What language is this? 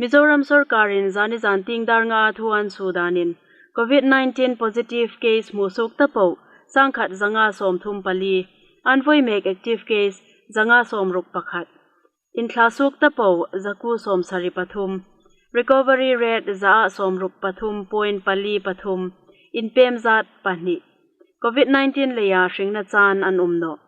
Hmar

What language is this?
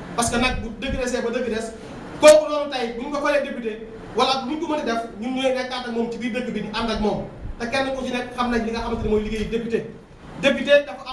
Wolof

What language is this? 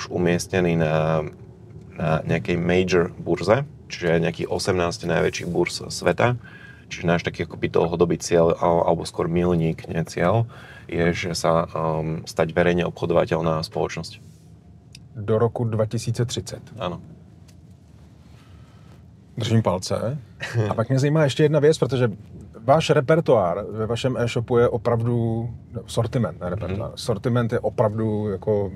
Slovak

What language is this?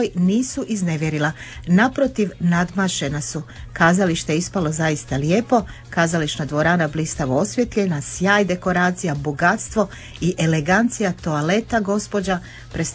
Croatian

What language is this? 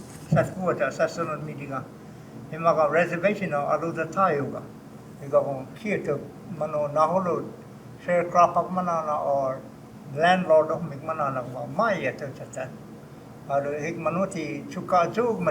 Choctaw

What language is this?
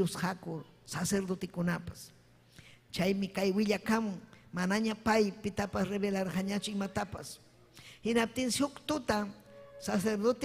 Ayacucho Quechua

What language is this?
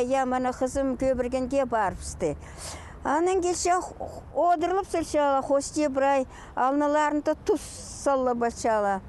Khakas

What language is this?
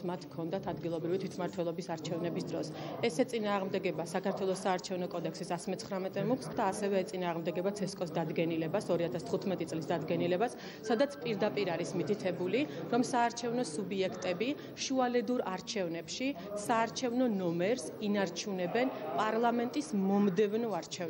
Georgian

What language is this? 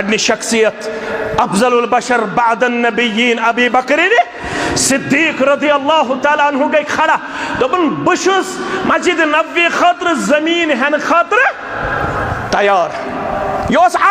Kashmiri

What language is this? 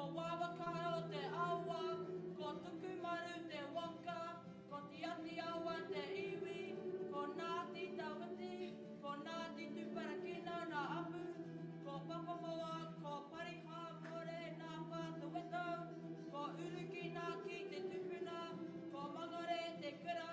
Māori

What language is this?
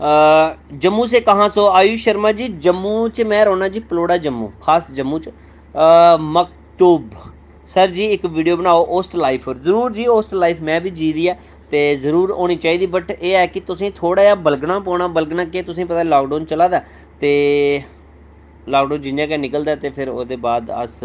Dogri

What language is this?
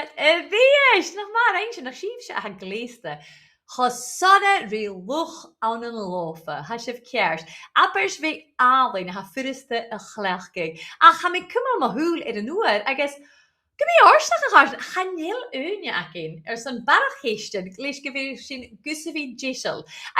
Scottish Gaelic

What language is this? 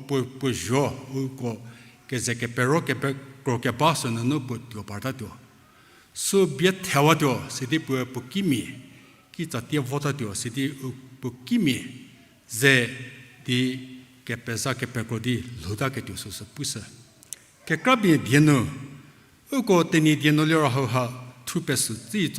Angami Naga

